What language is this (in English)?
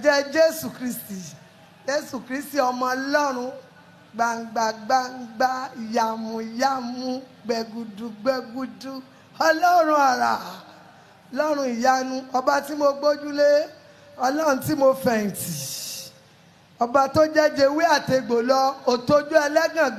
Yoruba